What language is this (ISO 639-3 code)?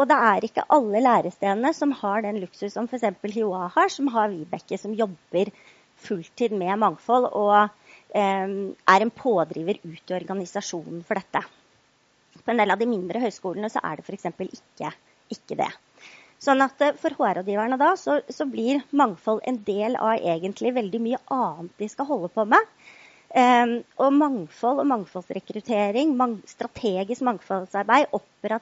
nor